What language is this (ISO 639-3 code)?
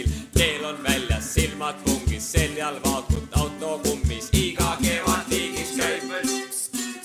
est